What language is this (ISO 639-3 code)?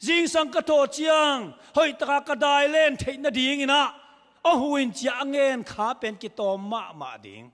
ctd